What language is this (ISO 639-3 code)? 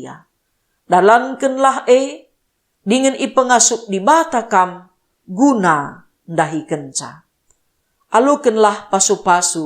btx